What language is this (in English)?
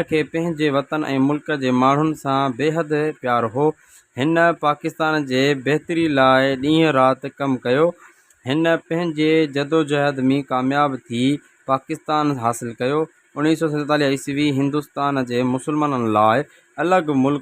Sindhi